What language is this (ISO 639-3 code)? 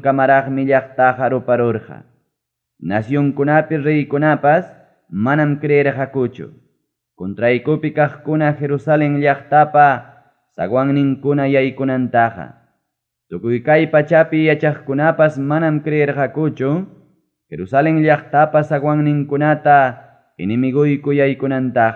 quy